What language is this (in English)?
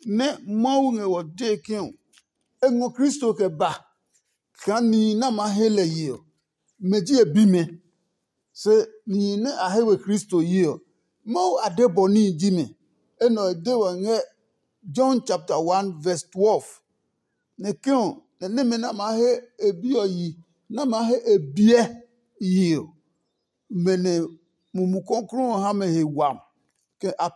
Adangme